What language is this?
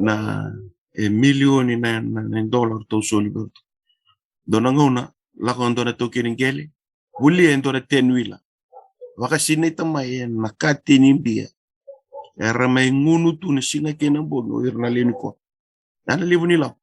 Fijian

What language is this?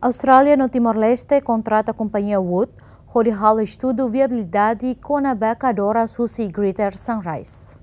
Tetum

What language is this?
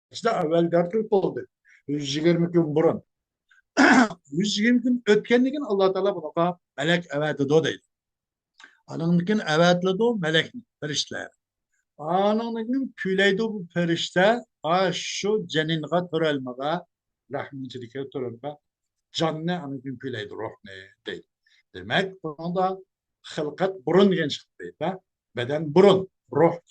Uyghur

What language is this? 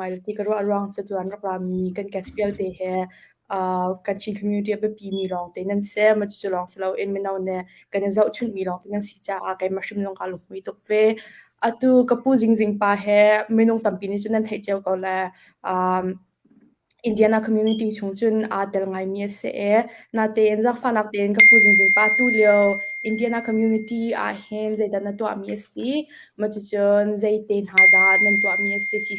Hakha Chin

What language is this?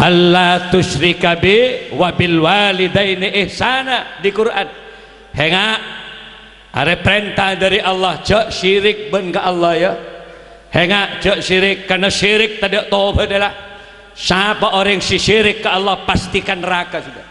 Madurese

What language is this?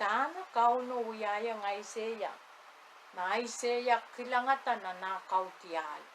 Pohnpeian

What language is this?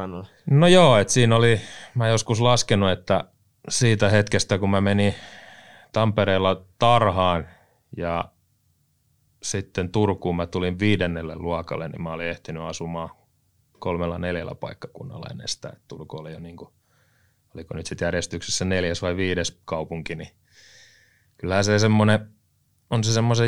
Finnish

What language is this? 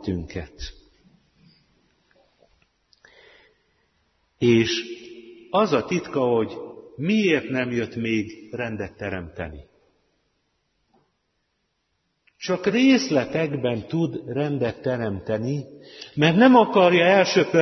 Hungarian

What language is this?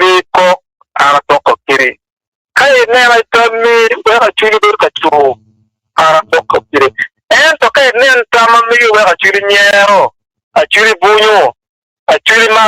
Acoli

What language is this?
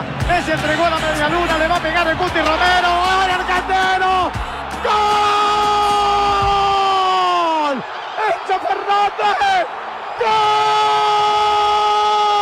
Spanish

